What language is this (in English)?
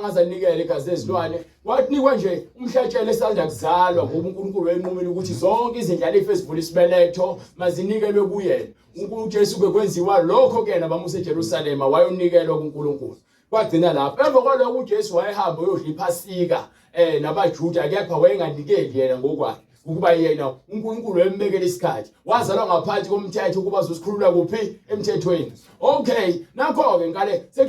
Zulu